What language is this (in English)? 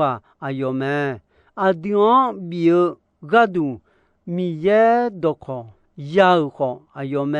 Akha